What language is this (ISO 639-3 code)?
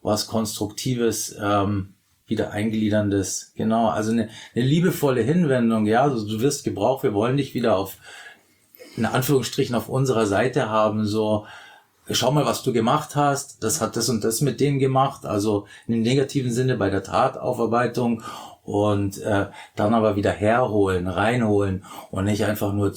deu